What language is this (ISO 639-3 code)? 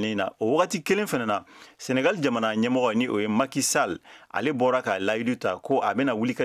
bam